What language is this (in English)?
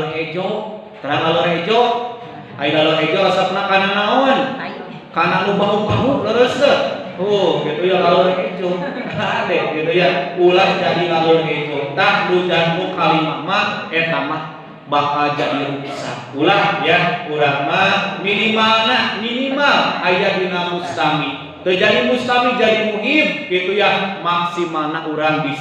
Sundanese